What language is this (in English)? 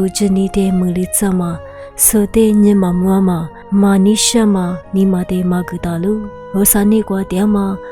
Lisu